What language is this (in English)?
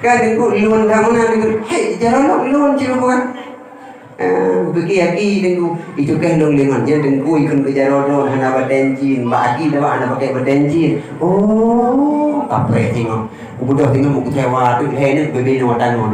Achinese